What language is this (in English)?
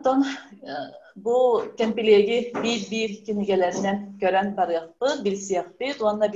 Yakut